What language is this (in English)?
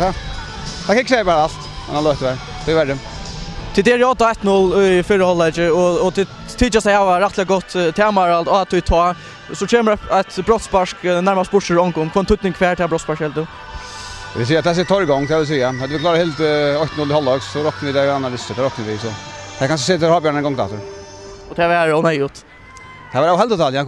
Faroese